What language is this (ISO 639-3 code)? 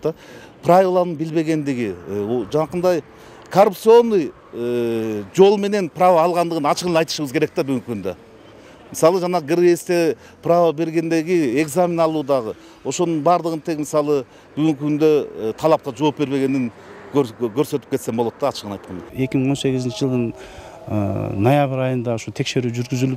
kir